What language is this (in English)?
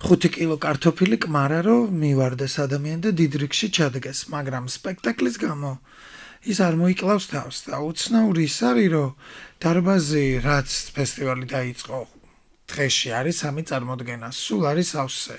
Georgian